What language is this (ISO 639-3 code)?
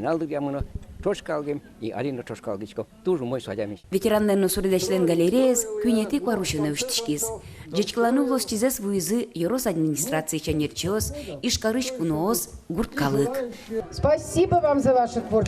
udm